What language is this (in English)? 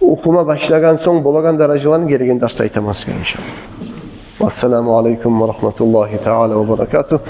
Kumyk